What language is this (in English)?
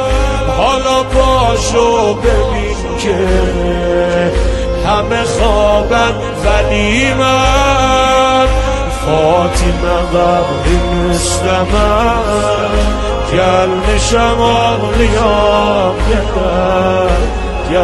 Persian